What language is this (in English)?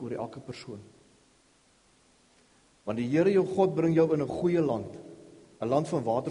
Afrikaans